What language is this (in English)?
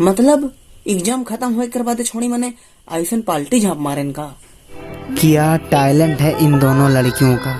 Sadri